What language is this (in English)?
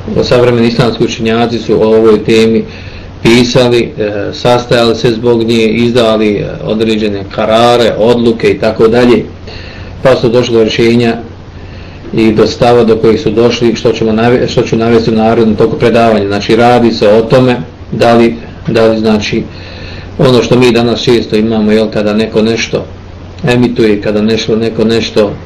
Bosnian